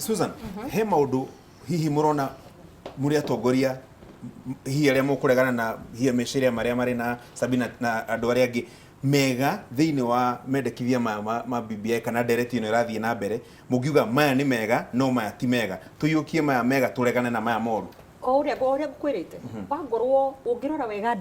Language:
Kikuyu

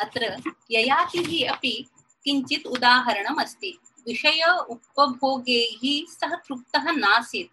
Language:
Sanskrit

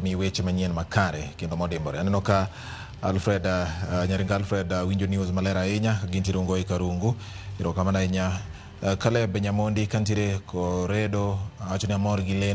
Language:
Luo (Kenya and Tanzania)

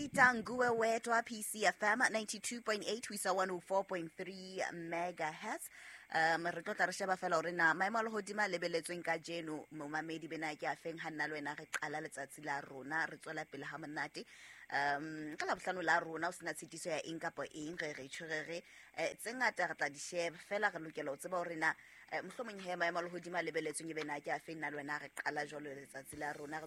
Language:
Southern Sotho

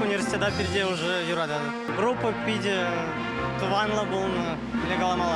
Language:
Chuvash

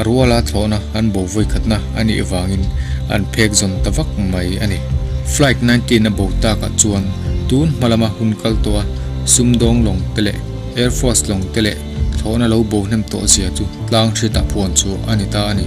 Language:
Mizo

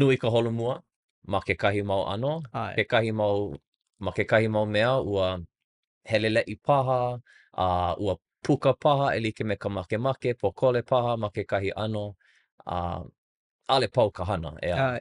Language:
Hawaiian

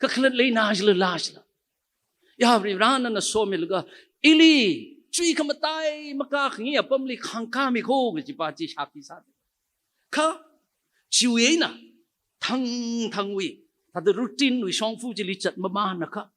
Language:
Tangkhul Naga (India)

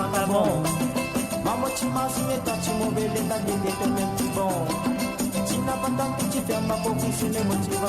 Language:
Morisyen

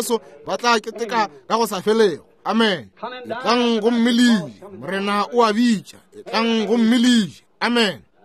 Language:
Northern Sotho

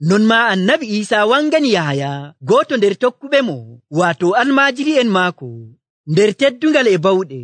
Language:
Nigerian Fulfulde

